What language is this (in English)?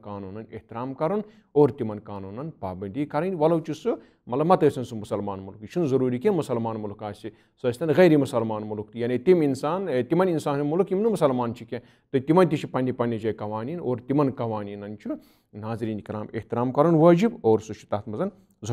Kashmiri